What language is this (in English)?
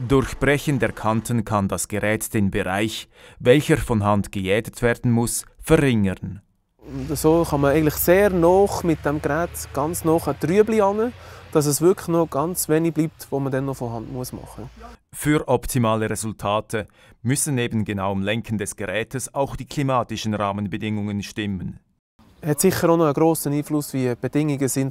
Swiss German